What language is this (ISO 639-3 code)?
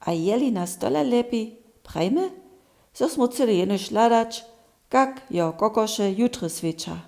hsb